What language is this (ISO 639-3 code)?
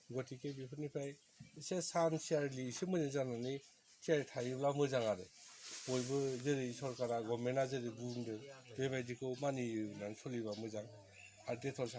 brx